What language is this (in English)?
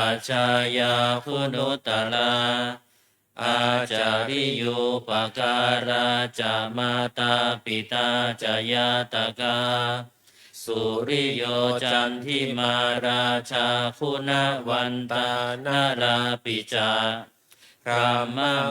Pali